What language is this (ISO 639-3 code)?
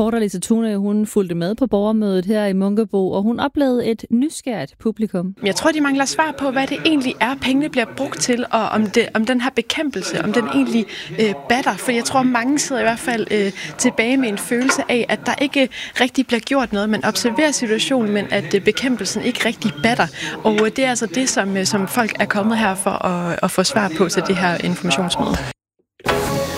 dan